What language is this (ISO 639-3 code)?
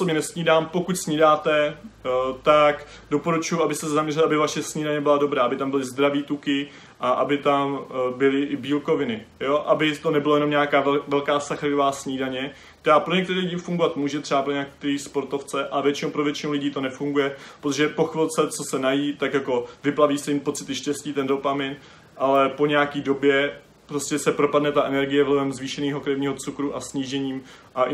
ces